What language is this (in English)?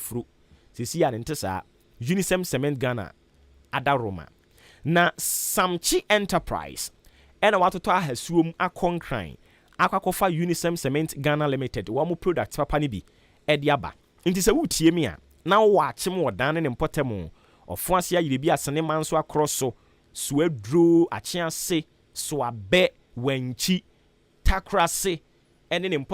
Akan